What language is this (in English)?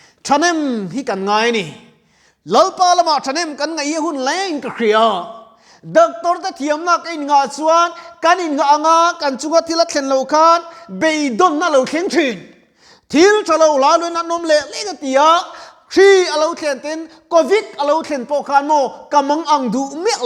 Mizo